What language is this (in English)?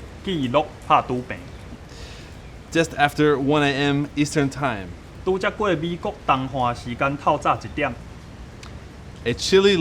Min Nan Chinese